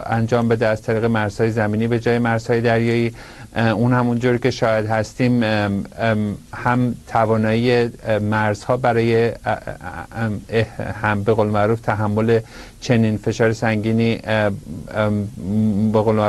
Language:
Persian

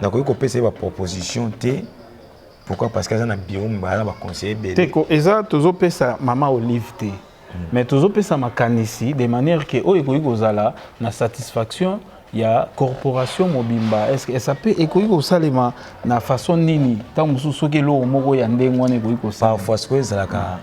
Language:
Lingala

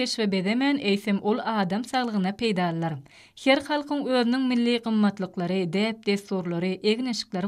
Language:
Turkmen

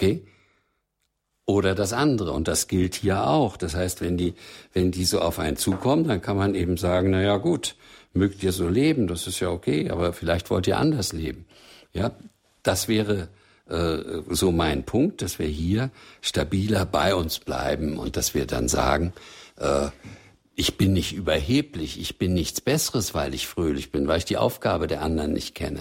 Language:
German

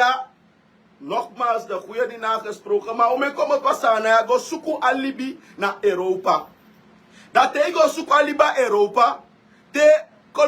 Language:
Sranan Tongo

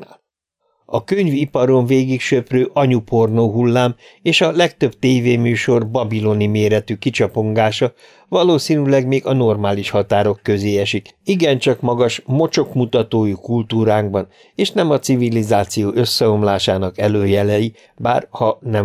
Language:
Hungarian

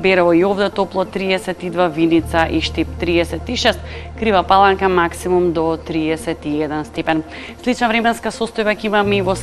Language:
Macedonian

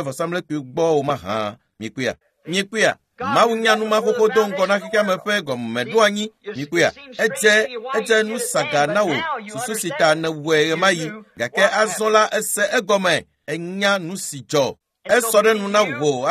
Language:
Ewe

